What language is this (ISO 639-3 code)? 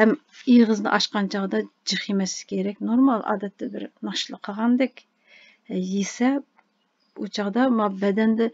uig